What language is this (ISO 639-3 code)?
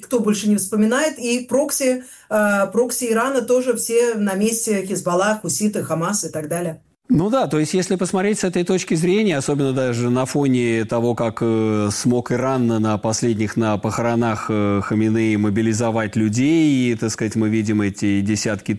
rus